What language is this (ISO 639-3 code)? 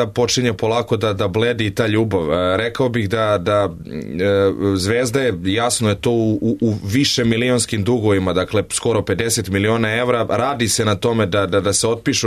srp